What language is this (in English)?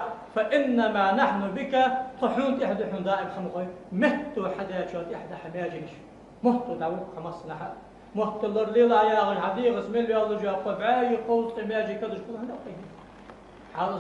Ingush